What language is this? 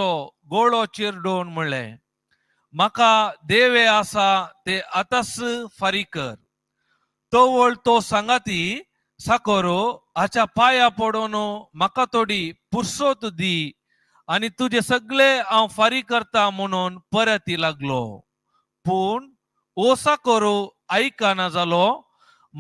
Konkani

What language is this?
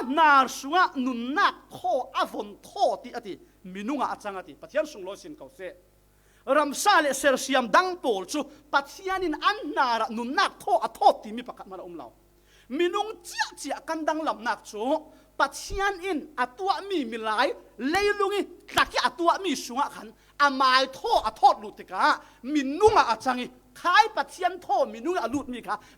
Falam Chin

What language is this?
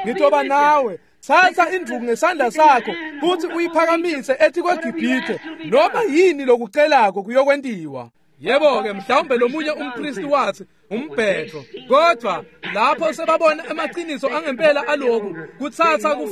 Swati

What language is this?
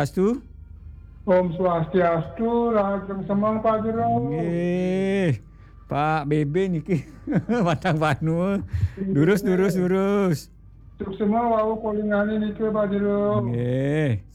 Balinese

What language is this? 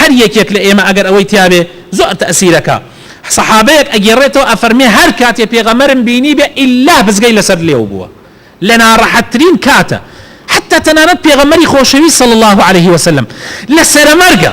Central Kurdish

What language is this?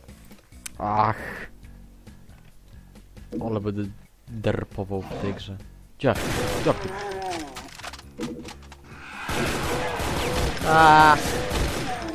Polish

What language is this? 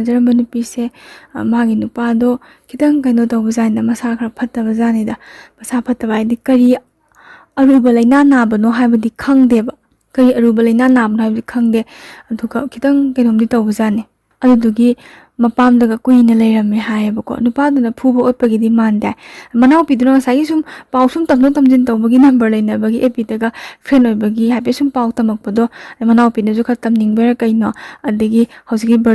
Manipuri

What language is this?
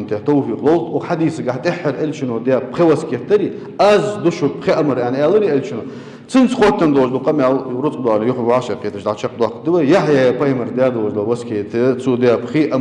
Ingush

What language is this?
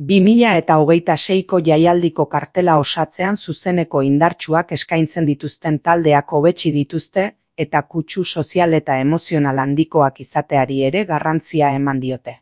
Basque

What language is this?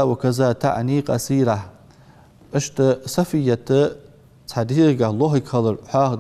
Ingush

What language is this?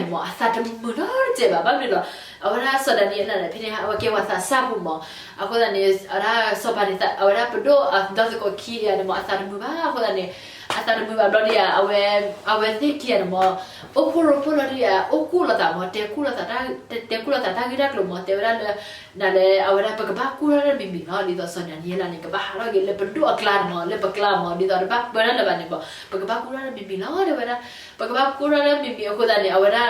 S'gaw Karen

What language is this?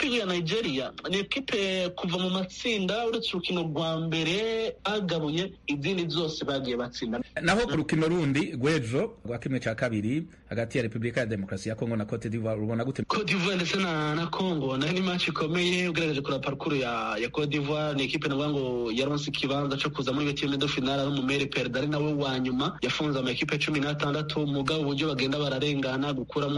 Rundi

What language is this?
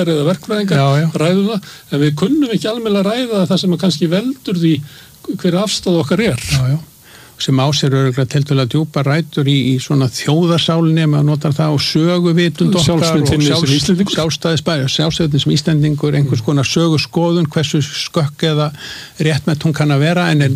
Icelandic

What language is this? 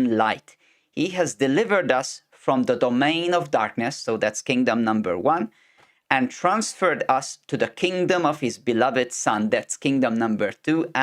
English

